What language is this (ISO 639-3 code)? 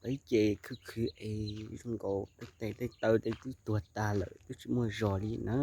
hmn